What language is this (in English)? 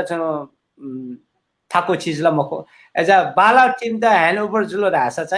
Newari